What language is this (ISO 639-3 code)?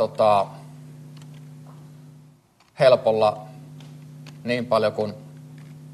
fin